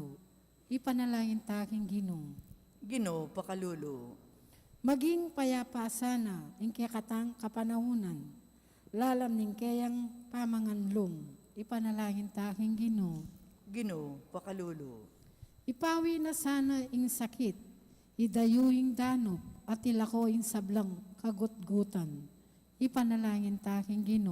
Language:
Pampanga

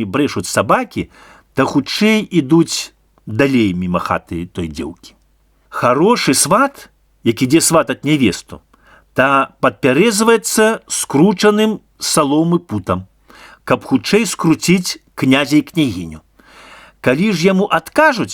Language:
Belarusian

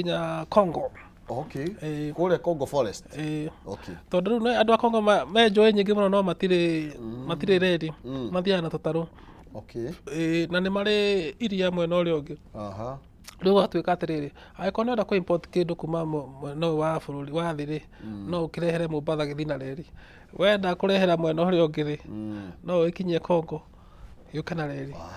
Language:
Kikuyu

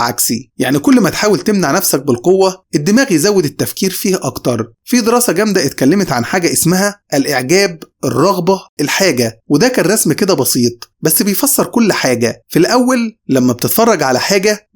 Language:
Egyptian Arabic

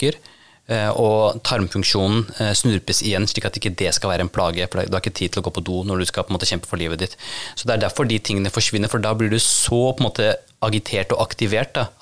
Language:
Norwegian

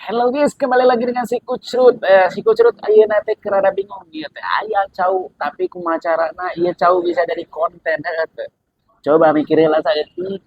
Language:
Sundanese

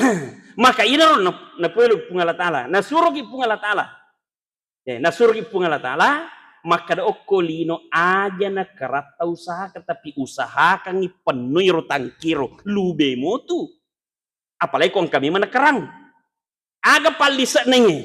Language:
Buginese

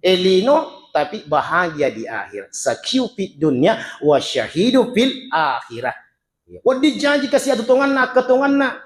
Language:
Buginese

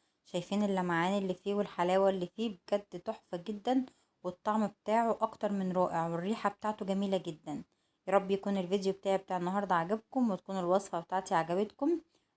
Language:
Egyptian Arabic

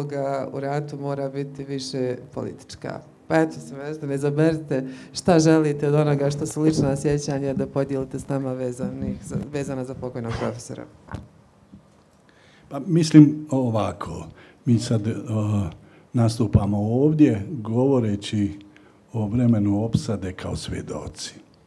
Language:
Bosnian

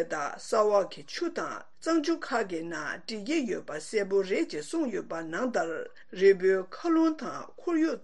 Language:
Tibetan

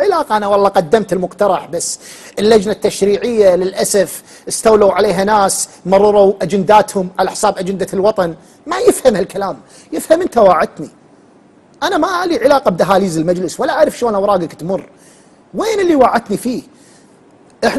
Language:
Gulf Arabic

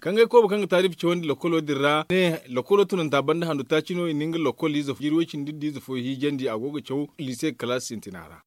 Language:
Zarma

